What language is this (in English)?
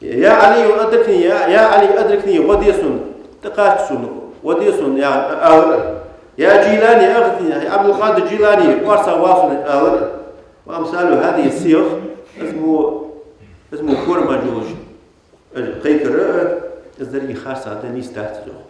Ingush